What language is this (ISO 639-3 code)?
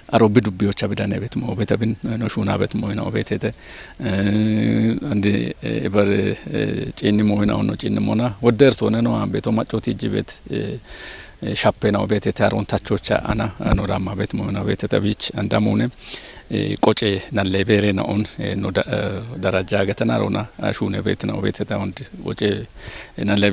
kbr